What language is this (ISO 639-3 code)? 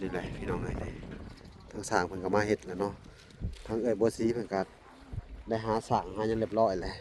lao